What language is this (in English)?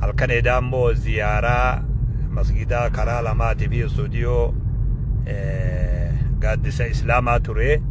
Oromo